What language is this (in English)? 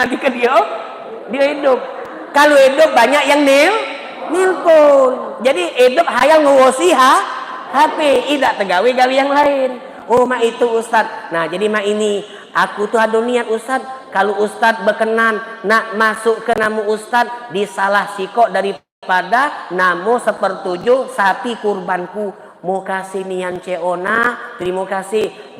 Musi